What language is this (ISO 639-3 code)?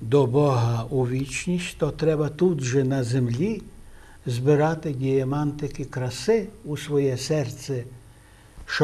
ukr